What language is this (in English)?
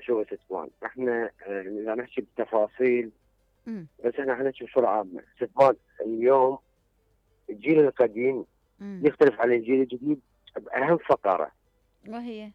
Mesopotamian Arabic